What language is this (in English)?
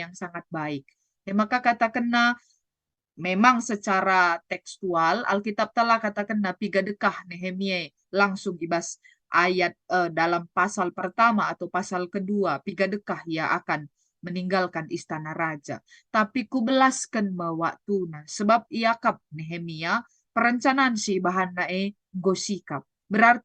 Batak Karo